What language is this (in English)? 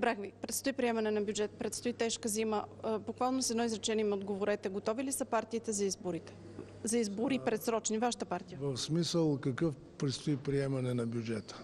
Bulgarian